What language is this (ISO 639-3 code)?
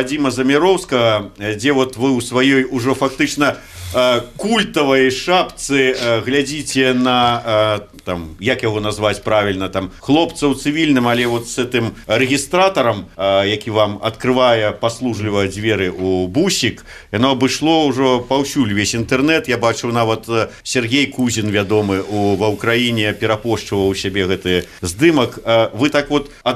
bel